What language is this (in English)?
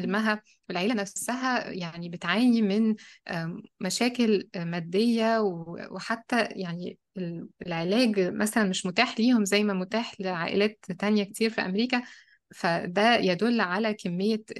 Egyptian Arabic